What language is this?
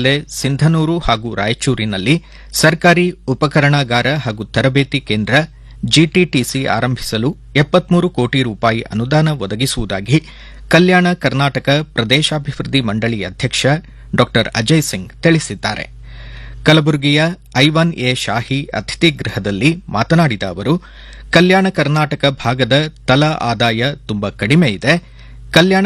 Kannada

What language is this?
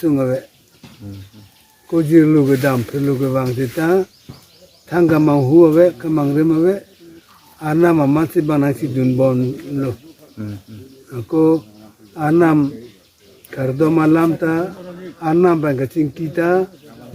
Karbi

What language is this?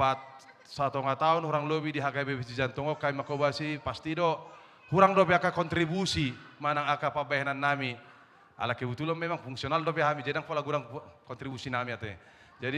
Batak Toba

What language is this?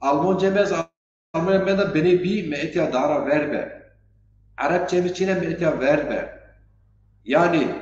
Zaza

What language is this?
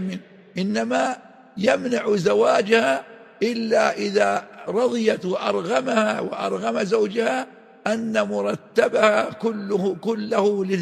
Arabic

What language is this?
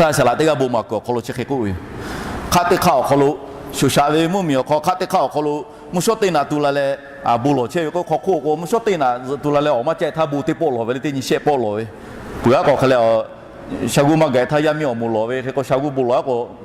Lahu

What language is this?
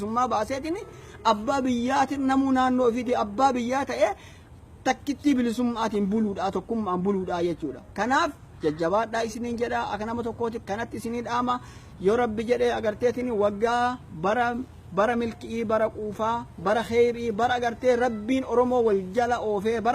Oromo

